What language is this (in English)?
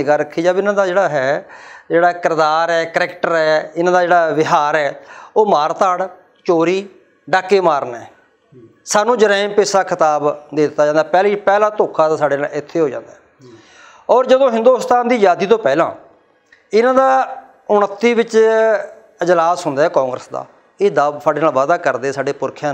Punjabi